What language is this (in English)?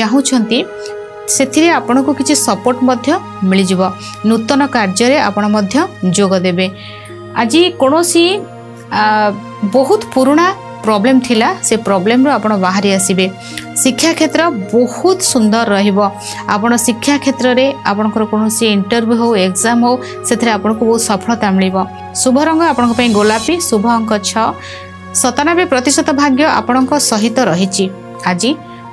Odia